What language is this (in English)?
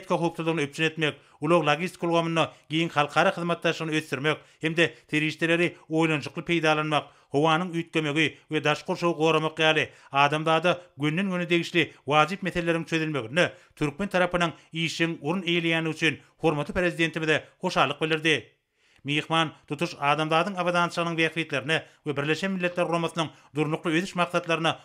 Turkmen